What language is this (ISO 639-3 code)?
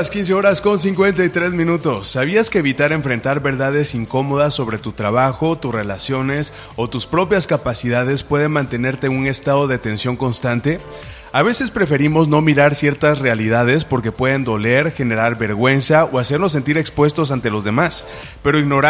spa